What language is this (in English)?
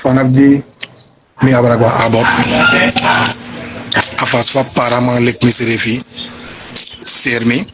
Sranan Tongo